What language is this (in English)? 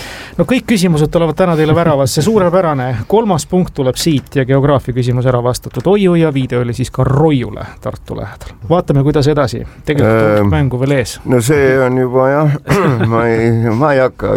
Estonian